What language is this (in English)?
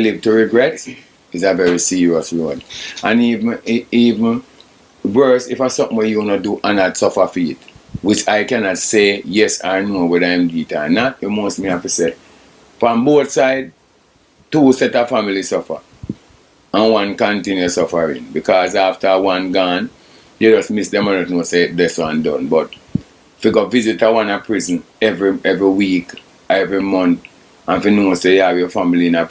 Jamaican Creole English